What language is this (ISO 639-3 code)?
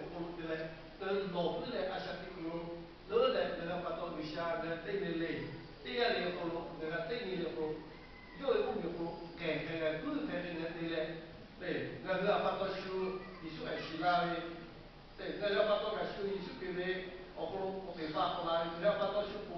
lhu